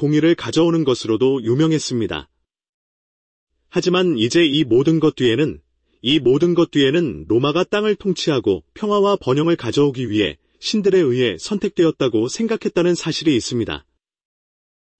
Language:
Korean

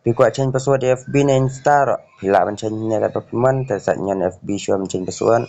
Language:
Khasi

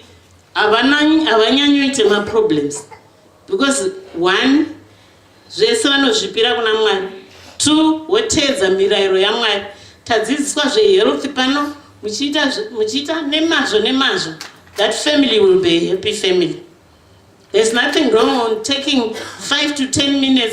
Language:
Shona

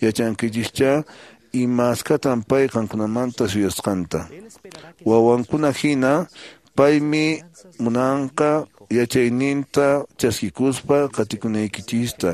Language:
Quechua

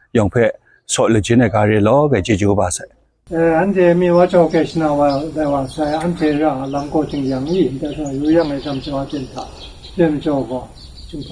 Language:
Kachin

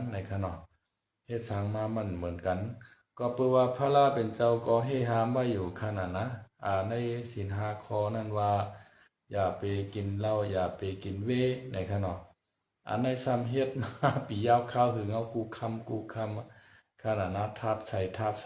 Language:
Shan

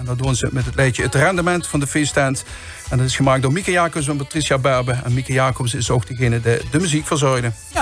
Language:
Limburgish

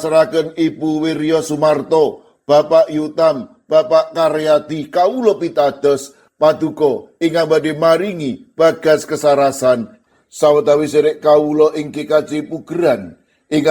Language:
Javanese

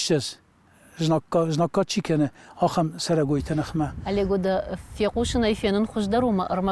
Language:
Ossetic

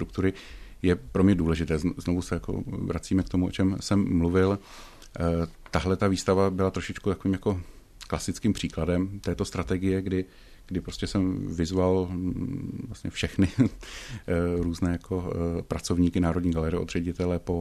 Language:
Czech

